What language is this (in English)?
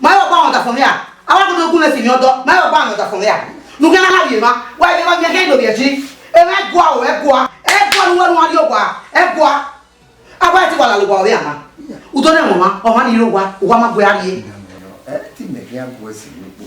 Bini